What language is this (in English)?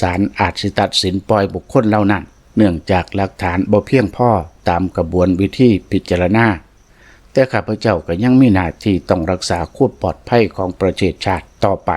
Lao